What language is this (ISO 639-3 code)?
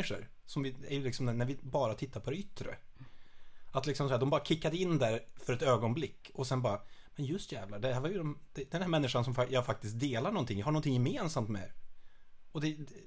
swe